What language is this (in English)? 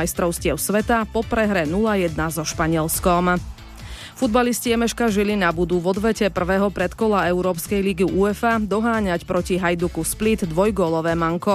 Slovak